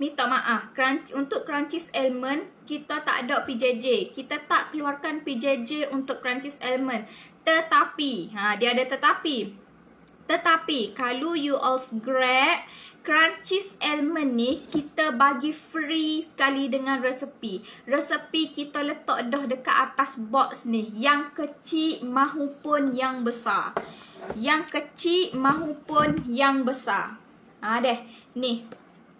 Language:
Malay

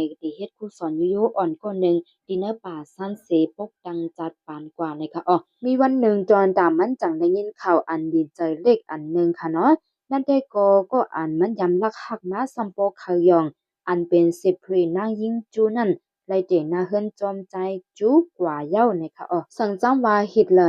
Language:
Shan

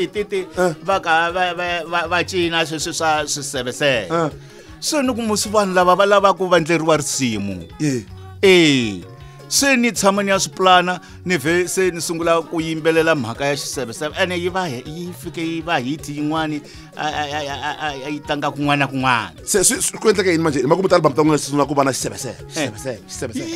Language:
Tsonga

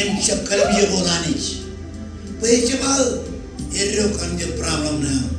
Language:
Marshallese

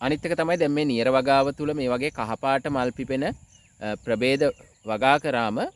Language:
Sinhala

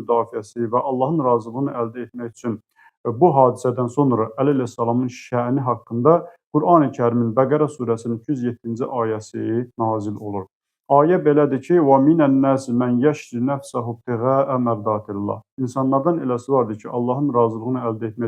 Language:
Azerbaijani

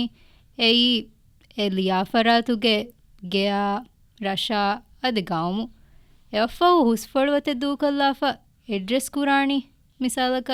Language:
Divehi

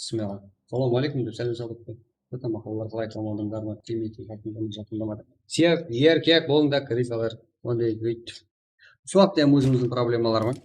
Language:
Kara-Kalpak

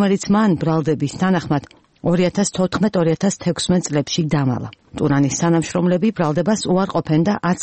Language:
Georgian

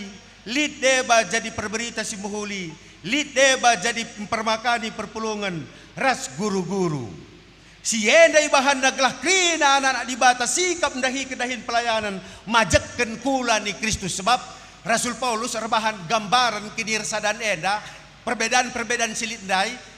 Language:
Batak Karo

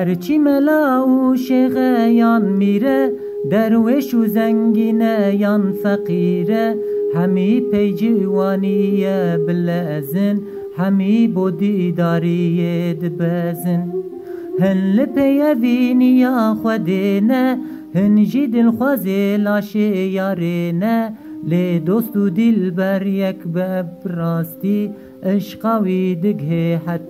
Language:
Kurdish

